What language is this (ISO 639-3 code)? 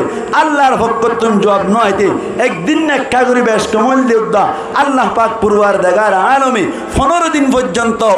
rhg